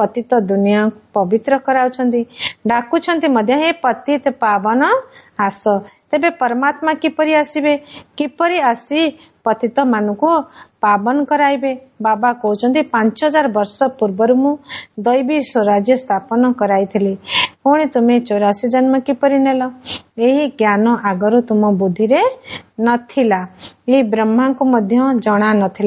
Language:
Odia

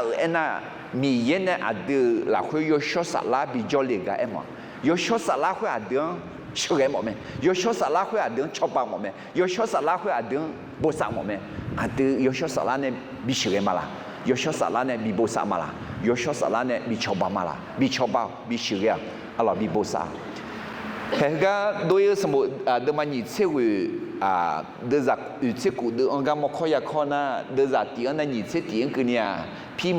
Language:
Akha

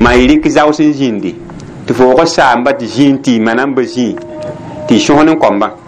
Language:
Mossi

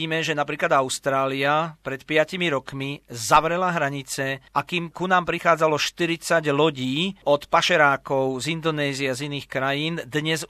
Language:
Slovak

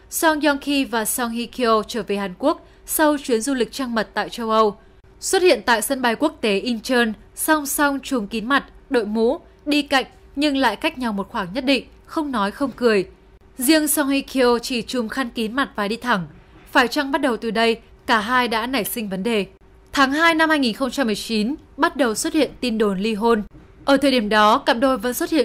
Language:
Vietnamese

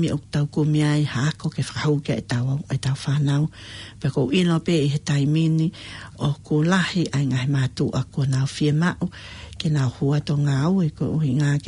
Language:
Tongan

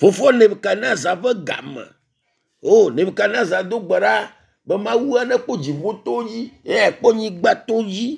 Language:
Ewe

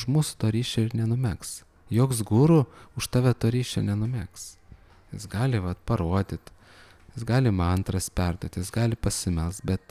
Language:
Lithuanian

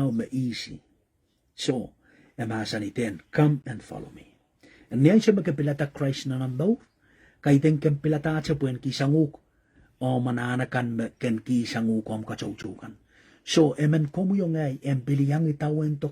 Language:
Pohnpeian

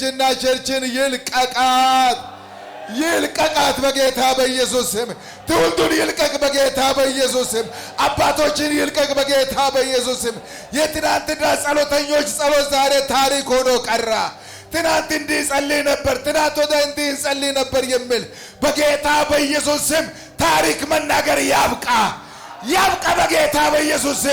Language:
Amharic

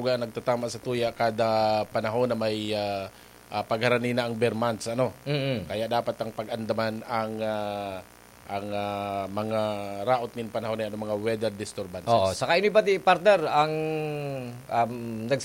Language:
Bikol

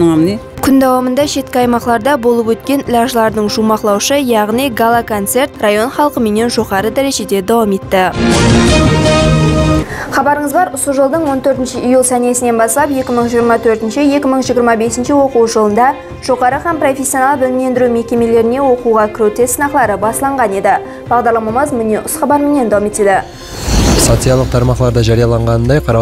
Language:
Kara-Kalpak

